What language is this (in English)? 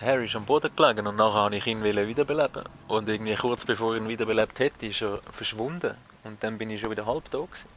Swiss German